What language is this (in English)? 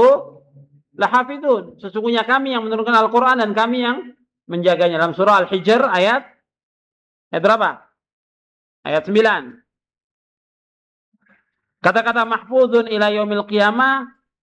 Indonesian